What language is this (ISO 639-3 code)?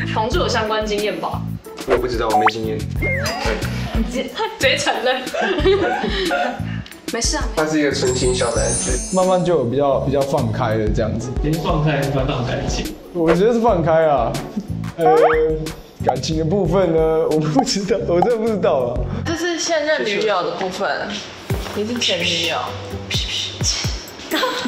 zho